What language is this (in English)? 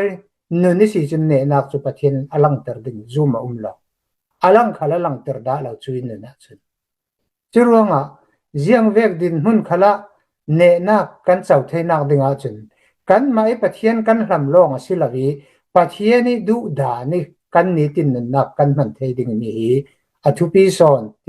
Hakha Chin